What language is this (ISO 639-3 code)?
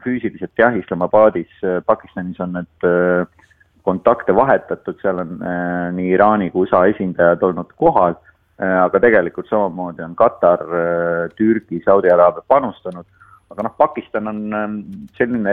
est